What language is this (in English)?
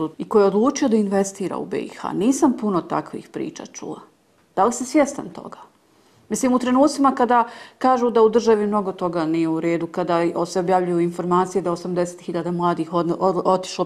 Bosnian